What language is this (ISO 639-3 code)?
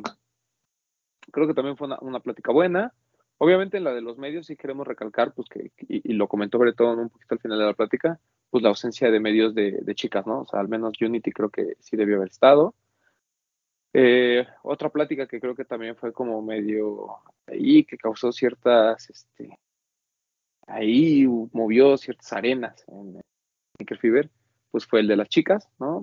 spa